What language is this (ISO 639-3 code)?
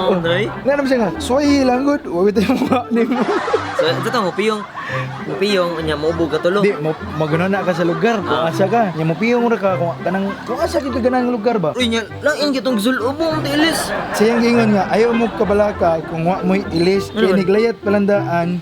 ceb